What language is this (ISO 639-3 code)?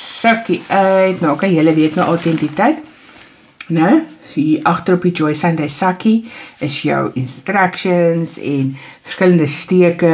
afr